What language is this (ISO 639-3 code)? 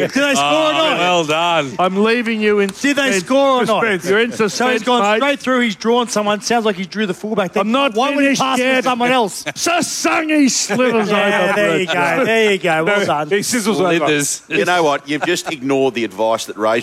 eng